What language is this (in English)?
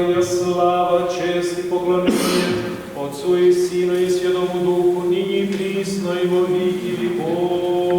Rusyn